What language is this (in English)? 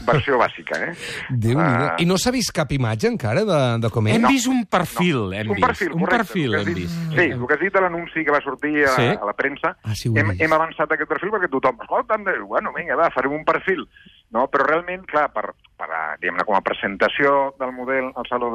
Catalan